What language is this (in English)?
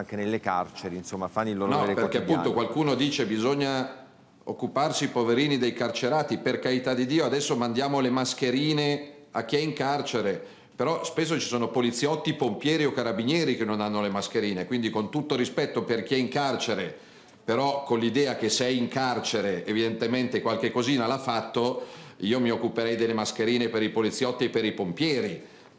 Italian